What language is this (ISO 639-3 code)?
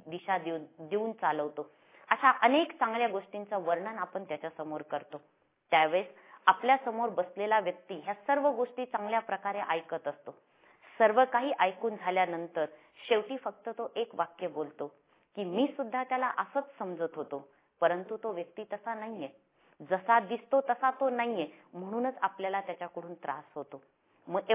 mar